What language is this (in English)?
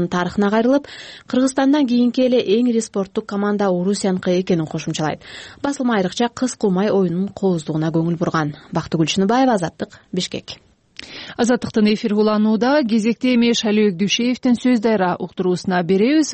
Kyrgyz